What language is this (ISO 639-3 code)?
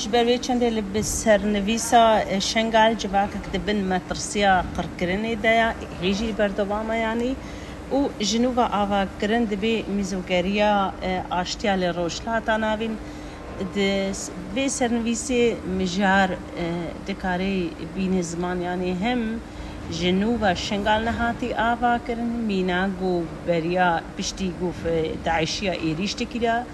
kur